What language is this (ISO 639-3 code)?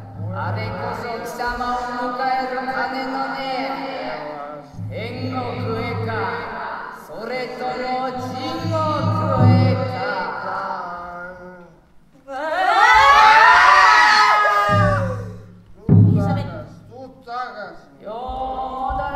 jpn